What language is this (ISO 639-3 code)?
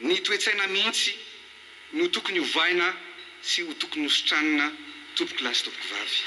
mlg